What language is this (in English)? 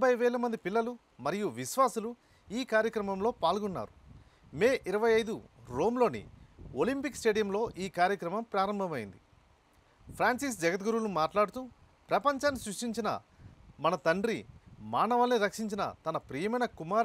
Telugu